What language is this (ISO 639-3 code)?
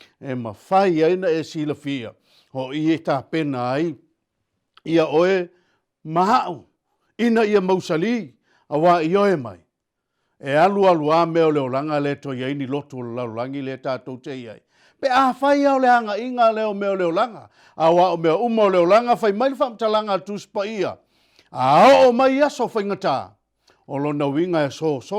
smo